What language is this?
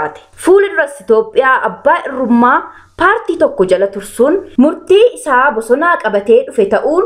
Oromo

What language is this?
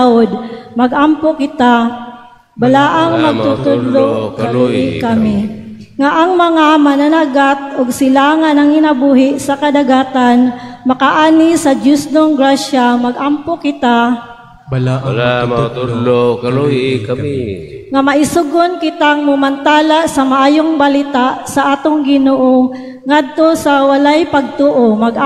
Cebuano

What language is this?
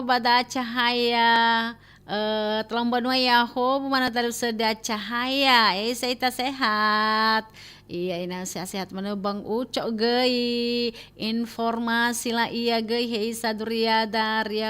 Nias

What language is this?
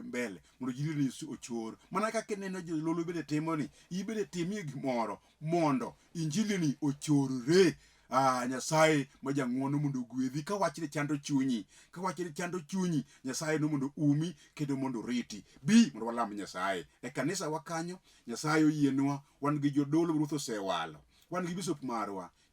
Luo (Kenya and Tanzania)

